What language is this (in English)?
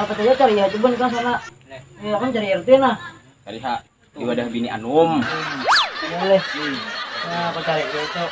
Banjar